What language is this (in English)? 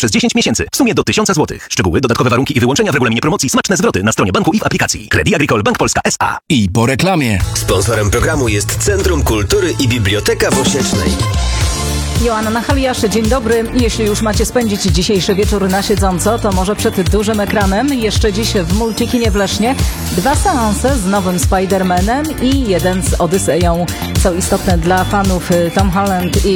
Polish